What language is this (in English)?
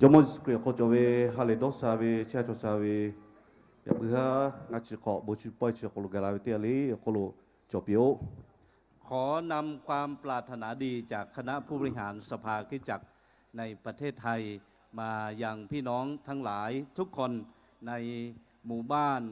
Lahu